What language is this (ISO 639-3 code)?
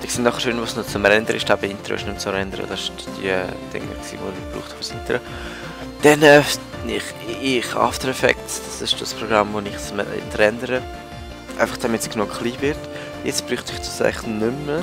gsw